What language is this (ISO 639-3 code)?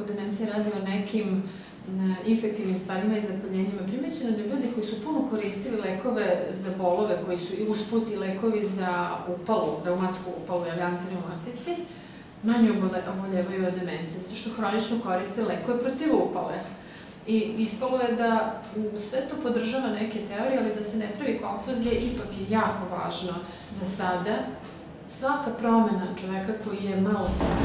srp